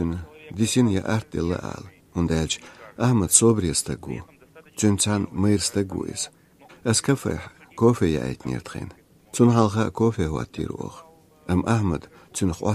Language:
Chechen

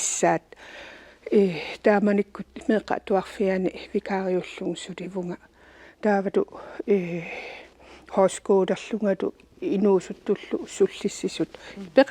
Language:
Kalaallisut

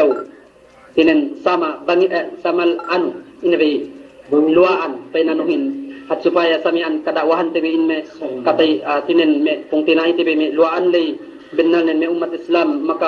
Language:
Yakan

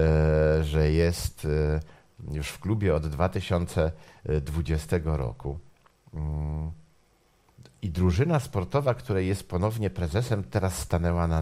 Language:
Polish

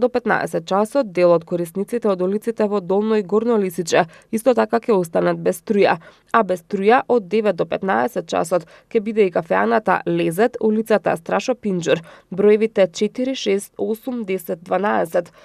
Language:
Macedonian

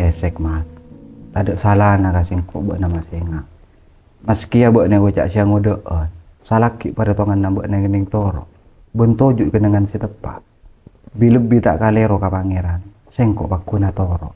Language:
Madurese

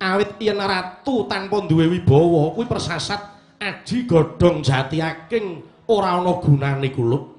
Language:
Javanese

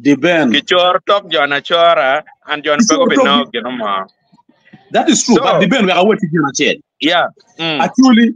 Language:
Acoli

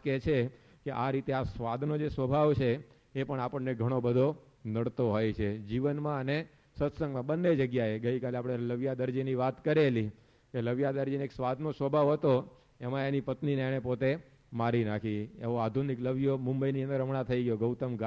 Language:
Gujarati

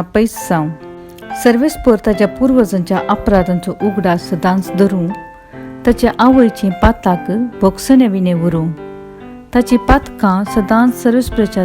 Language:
Konkani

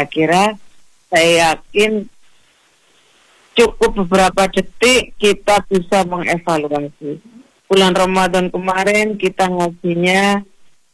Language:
Indonesian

